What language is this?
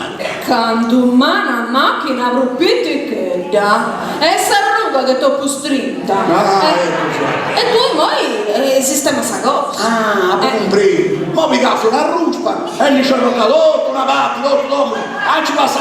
Sardinian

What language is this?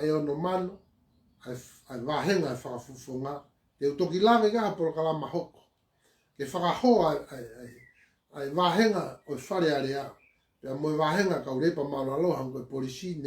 Tongan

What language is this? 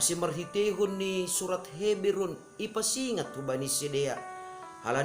Batak Simalungun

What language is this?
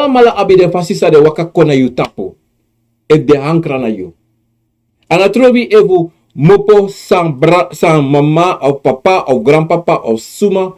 Sranan Tongo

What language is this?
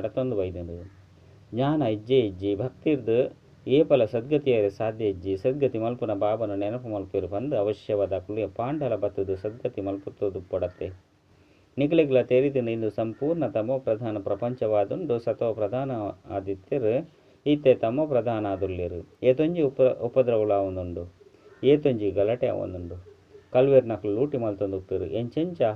Tulu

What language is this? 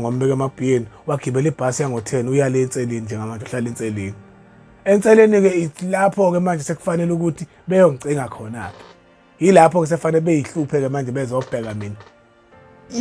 Zulu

